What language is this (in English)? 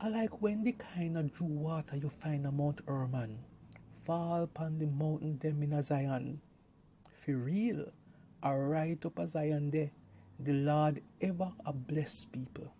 Jamaican Creole English